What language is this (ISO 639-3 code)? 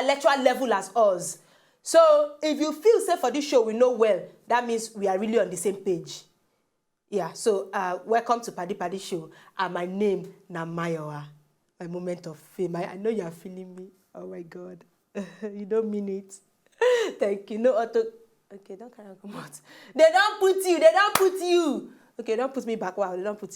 pcm